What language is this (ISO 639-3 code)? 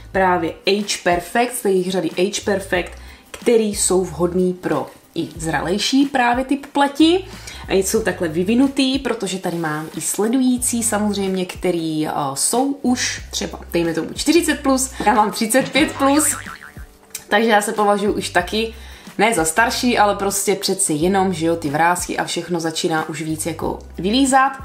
ces